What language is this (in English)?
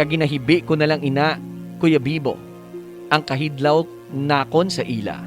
Hiligaynon